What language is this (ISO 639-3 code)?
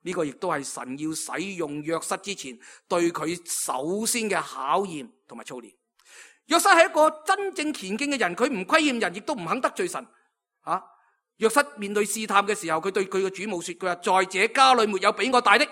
yue